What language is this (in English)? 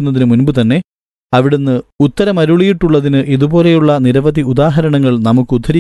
Malayalam